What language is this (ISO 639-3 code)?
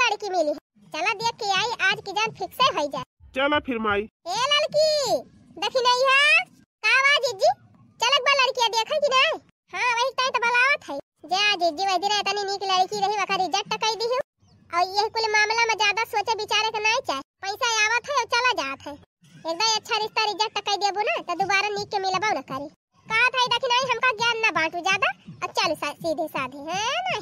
bho